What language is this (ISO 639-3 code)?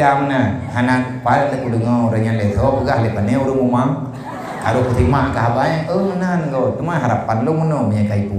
ace